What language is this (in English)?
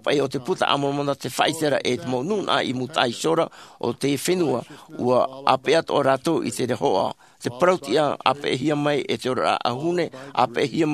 Tahitian